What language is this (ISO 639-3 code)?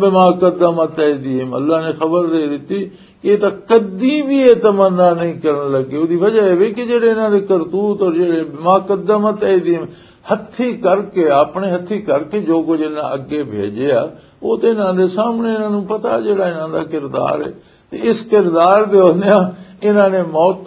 lah